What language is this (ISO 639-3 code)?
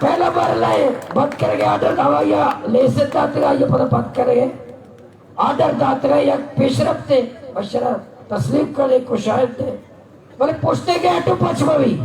bal